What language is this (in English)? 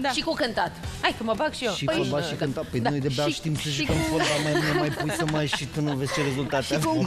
Romanian